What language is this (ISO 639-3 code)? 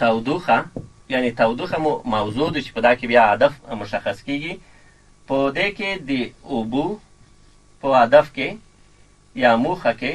pus